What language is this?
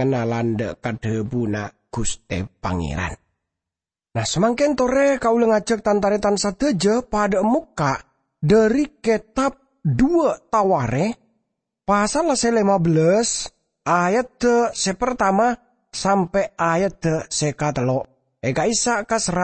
Madurese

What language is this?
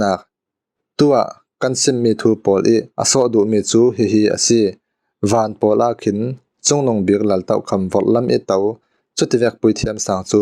Falam Chin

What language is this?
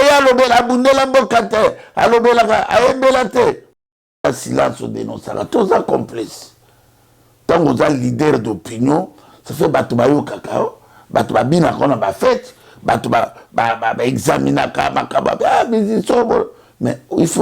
Lingala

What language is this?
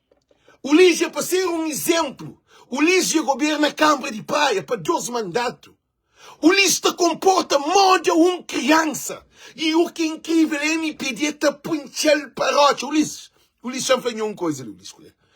Kabuverdianu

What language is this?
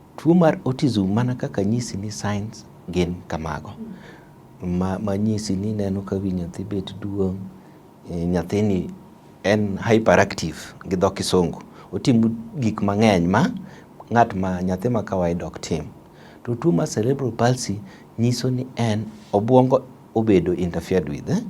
Luo (Kenya and Tanzania)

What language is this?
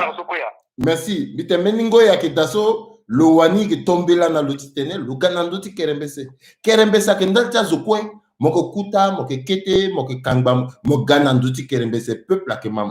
Sango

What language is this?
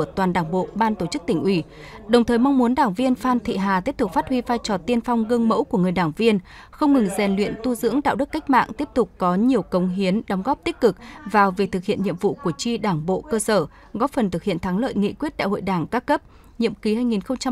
Vietnamese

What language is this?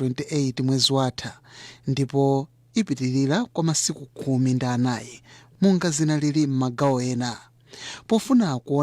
Nyanja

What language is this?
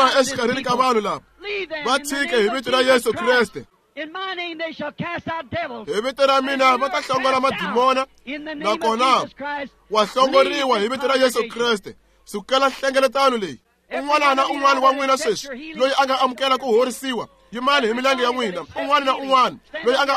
Tsonga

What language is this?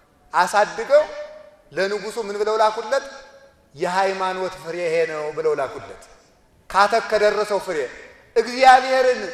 Amharic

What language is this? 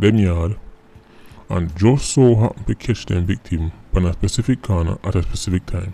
Jamaican Creole English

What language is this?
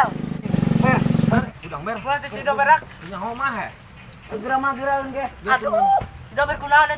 Sundanese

